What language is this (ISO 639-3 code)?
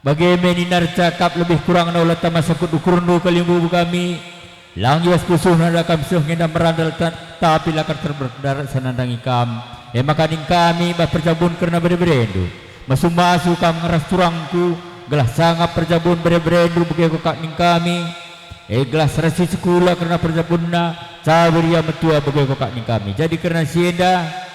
btx